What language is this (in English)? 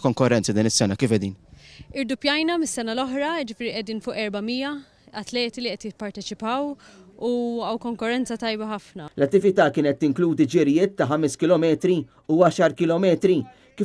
Maltese